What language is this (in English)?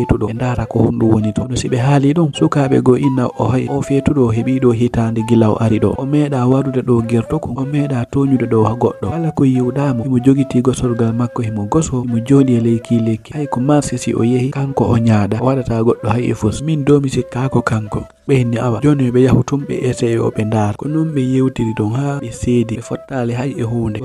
Fula